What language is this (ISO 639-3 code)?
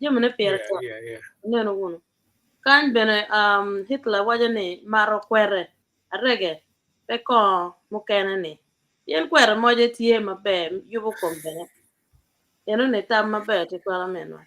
ach